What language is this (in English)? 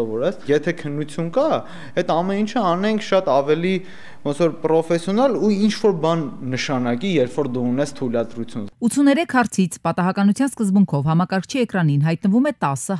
Armenian